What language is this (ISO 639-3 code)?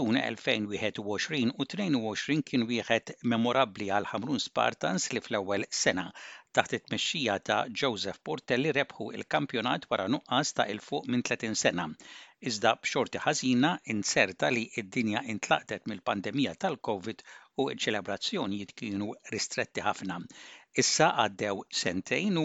mlt